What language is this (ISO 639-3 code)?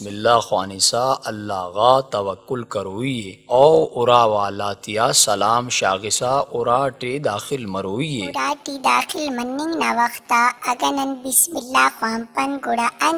brh